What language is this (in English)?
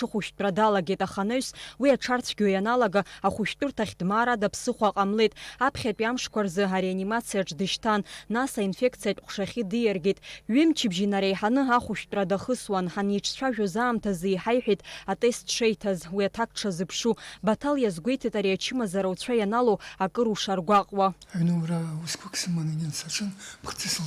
Abkhazian